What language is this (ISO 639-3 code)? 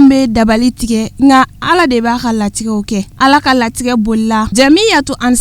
bam